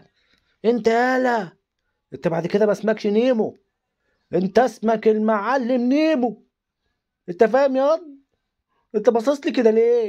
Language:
Egyptian Arabic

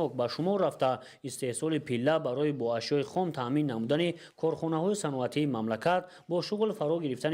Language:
Tajik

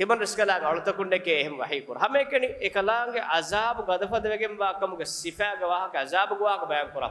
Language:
Divehi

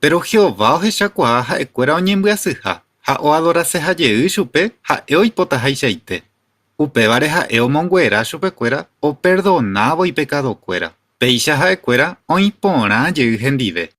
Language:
Guarani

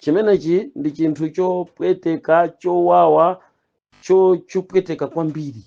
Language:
Nyanja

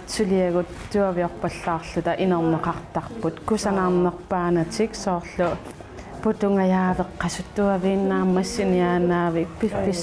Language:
Kalaallisut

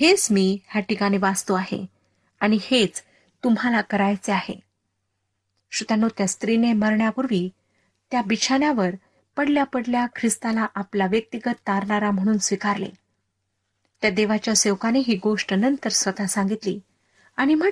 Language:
Marathi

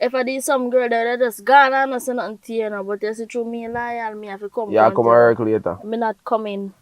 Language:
Jamaican Creole English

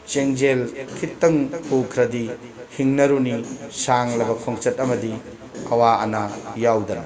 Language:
Manipuri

